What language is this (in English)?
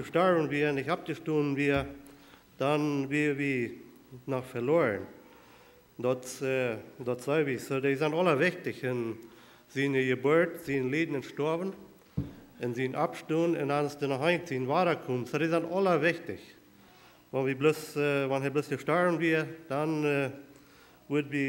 Plautdietsch